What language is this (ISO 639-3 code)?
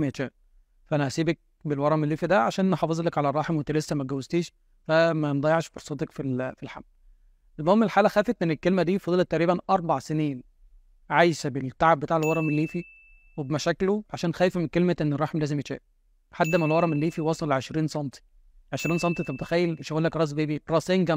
arz